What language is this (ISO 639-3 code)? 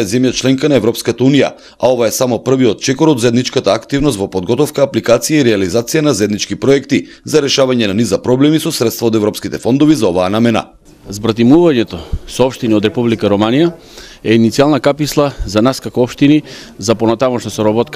mkd